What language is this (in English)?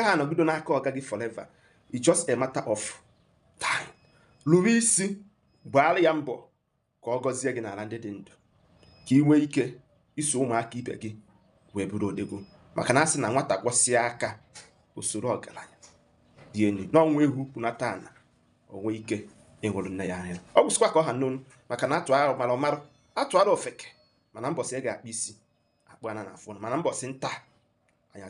Igbo